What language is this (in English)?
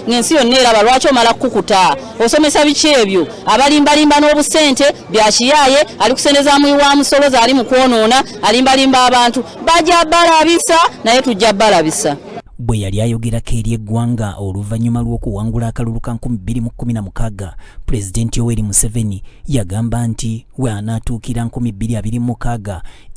Ganda